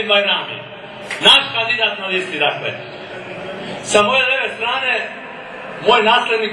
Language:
Serbian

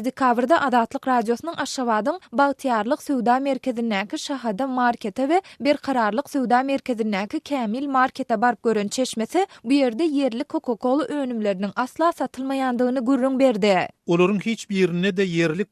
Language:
Turkmen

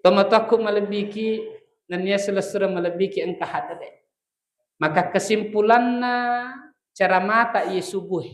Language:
Buginese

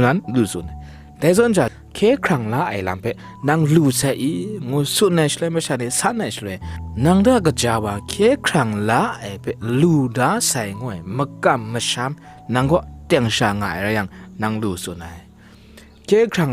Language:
Kachin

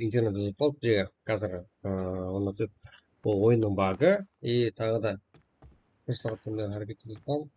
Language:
Kara-Kalpak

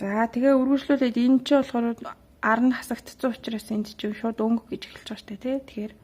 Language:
Mongolian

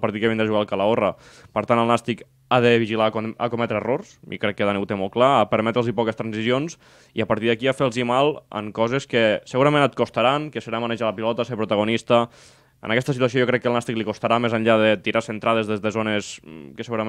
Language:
Catalan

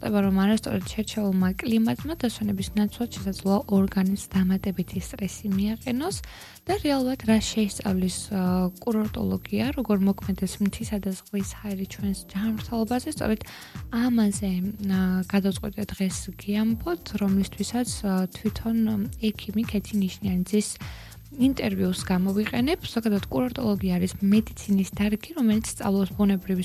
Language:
Georgian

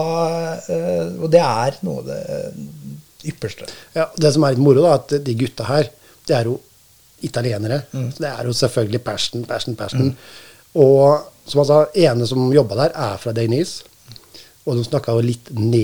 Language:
Norwegian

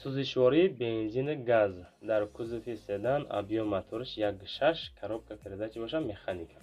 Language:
Tajik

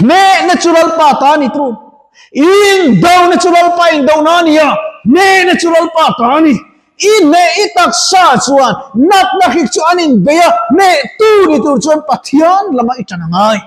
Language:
Mizo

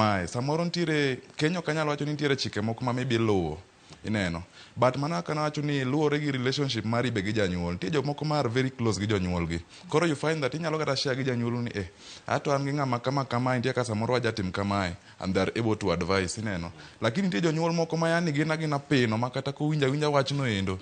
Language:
Luo (Kenya and Tanzania)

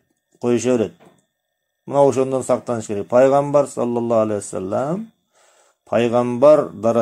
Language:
Kyrgyz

